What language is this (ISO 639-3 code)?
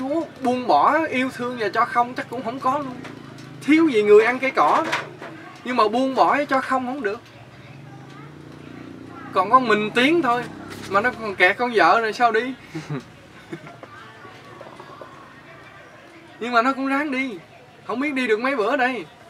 vie